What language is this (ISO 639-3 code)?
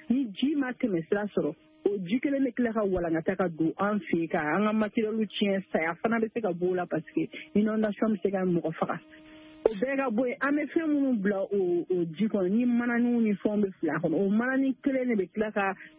bam